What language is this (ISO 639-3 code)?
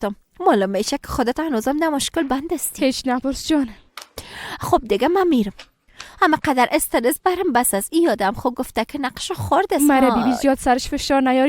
fas